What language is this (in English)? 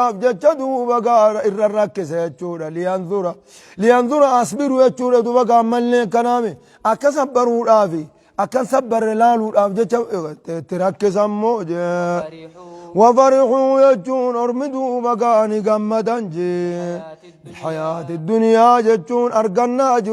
Oromo